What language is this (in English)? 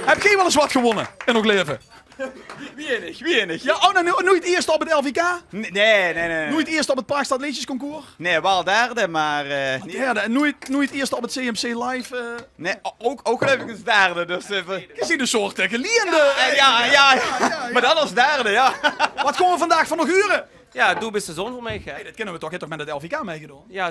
Limburgish